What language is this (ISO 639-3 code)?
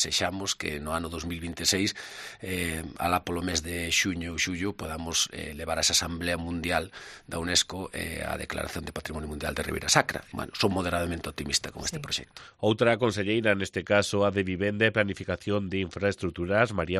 glg